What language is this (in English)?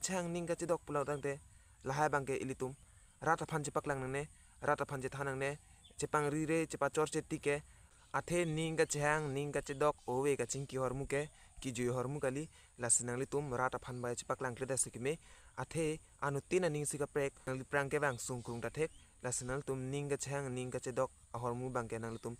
Karbi